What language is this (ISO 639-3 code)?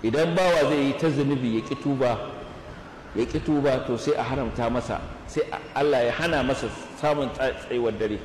hau